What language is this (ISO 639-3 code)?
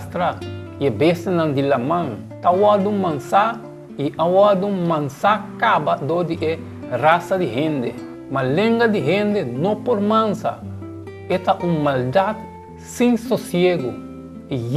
pap